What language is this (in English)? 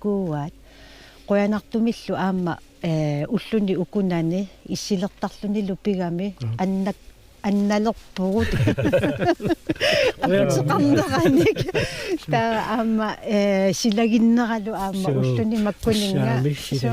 Kalaallisut